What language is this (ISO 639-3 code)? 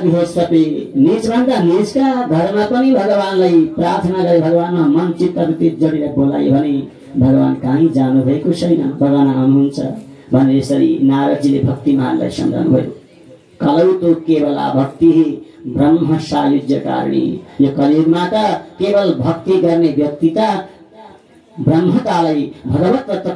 nep